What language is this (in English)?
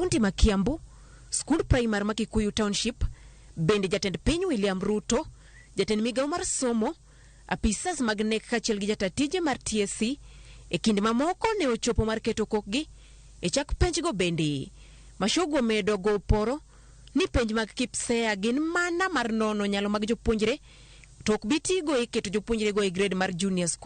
Luo (Kenya and Tanzania)